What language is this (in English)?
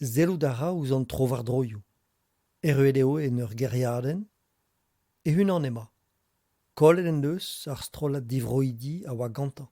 Breton